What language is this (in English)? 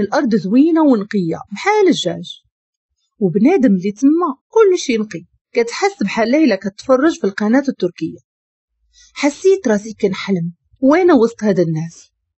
Moroccan Arabic